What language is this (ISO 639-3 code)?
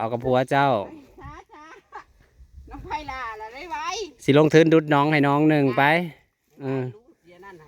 tts